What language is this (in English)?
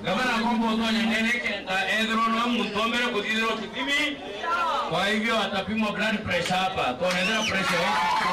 Meru